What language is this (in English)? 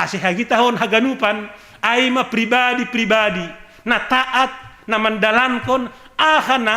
Batak Simalungun